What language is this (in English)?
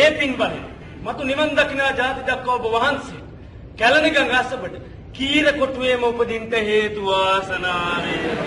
Sinhala